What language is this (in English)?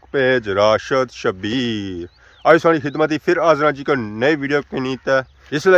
Pahari-Potwari